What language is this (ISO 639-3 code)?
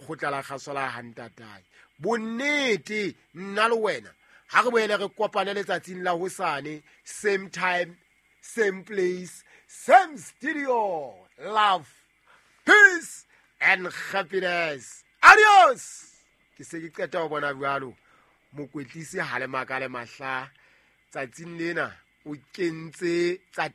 sot